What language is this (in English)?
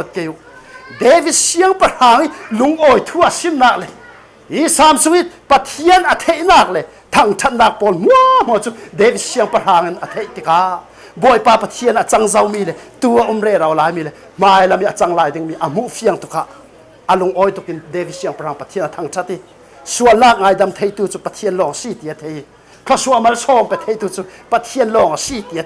Falam Chin